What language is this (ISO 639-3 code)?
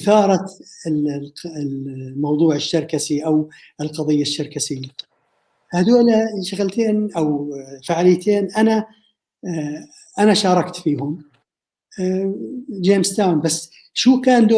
apc